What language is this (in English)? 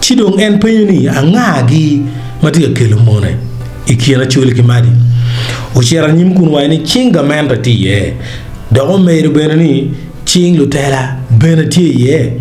Acoli